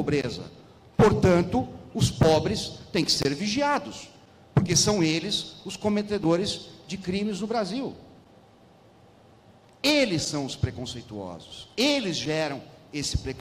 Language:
Portuguese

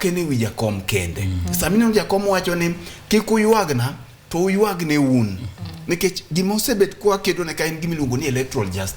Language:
Luo (Kenya and Tanzania)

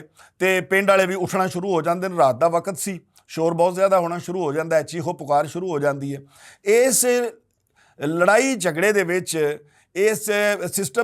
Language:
Western Panjabi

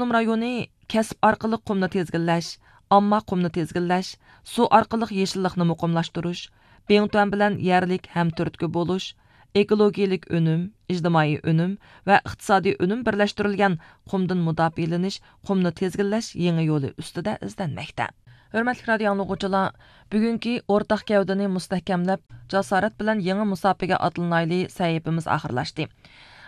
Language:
Uyghur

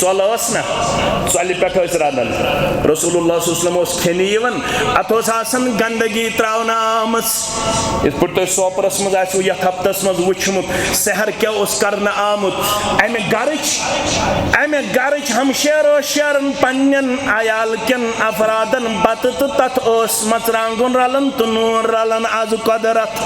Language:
Kashmiri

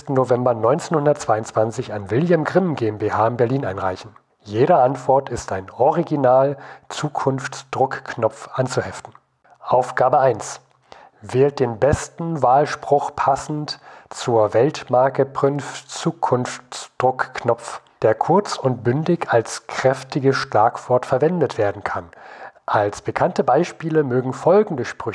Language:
German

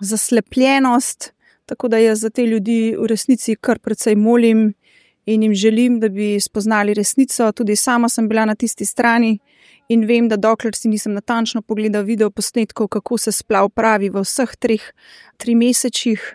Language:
Slovenian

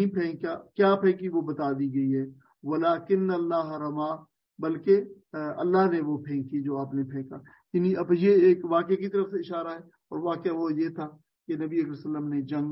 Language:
Urdu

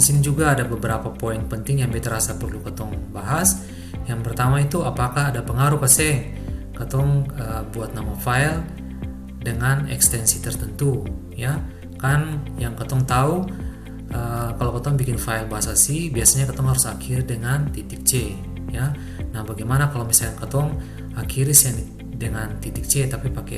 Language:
Ambonese Malay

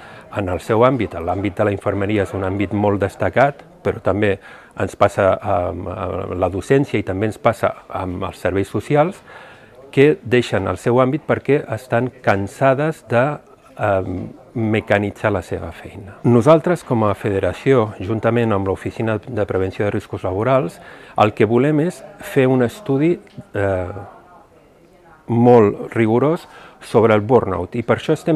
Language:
Catalan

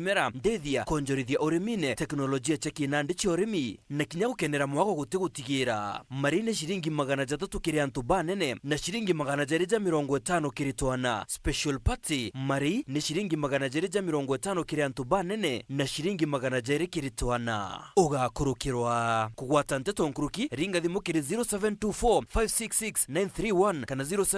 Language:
Meru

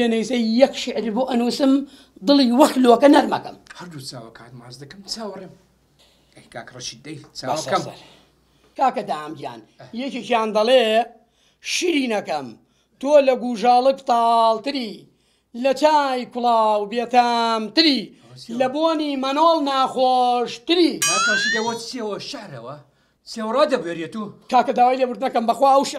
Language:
Central Kurdish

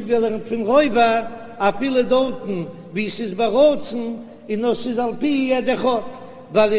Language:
Yiddish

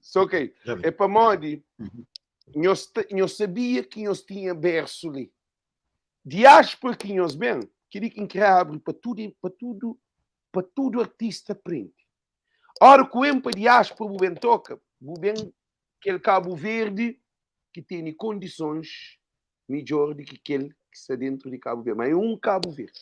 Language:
Kabuverdianu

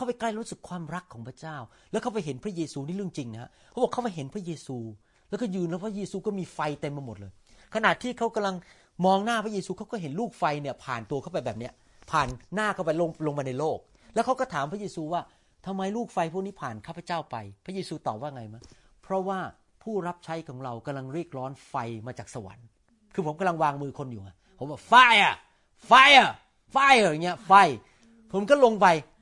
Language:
Thai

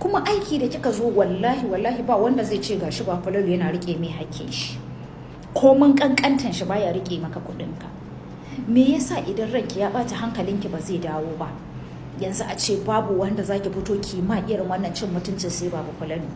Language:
Hausa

